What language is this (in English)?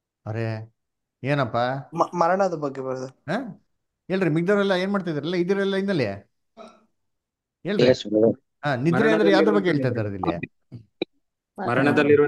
Kannada